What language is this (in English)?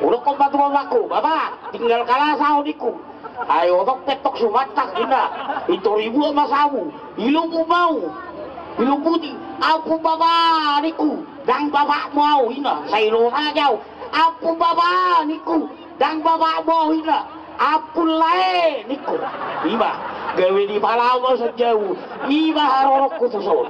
Batak Toba